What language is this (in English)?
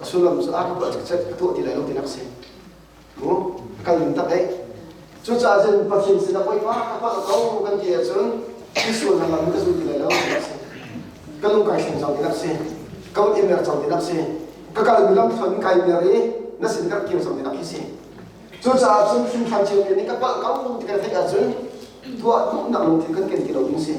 Hakha Chin